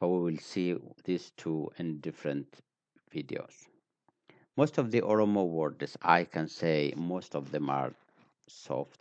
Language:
English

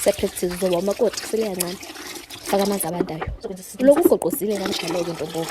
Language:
Zulu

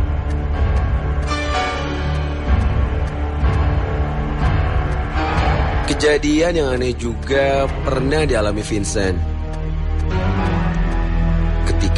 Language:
Indonesian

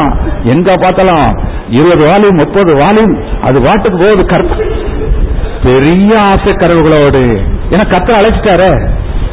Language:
Tamil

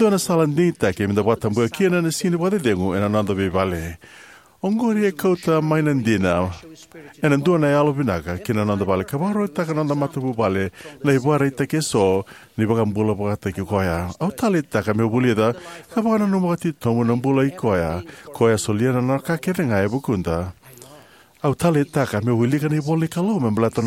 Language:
Fijian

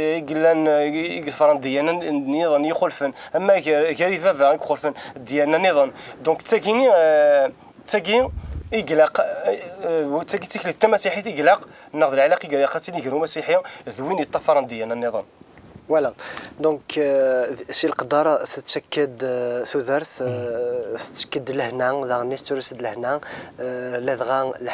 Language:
Kabyle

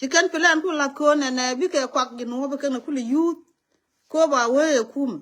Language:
Nuer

